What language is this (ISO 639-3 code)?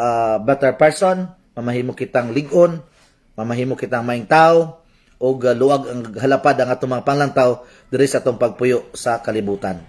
ceb